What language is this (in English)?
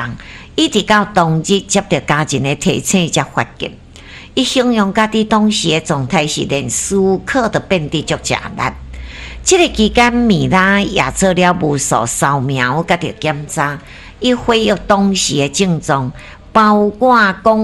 Min Nan Chinese